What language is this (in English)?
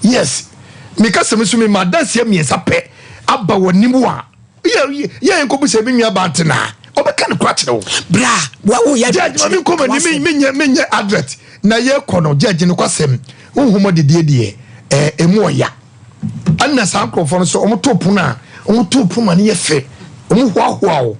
Akan